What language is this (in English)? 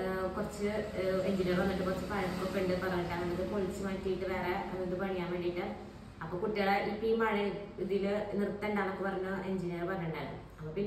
Malayalam